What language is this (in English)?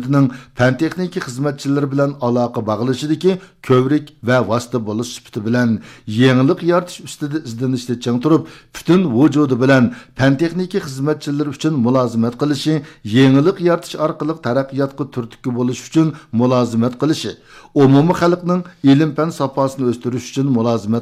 Uyghur